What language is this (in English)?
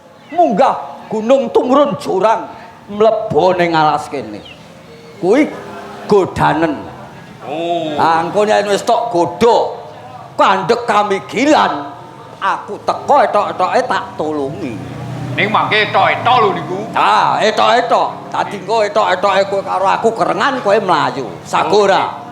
Javanese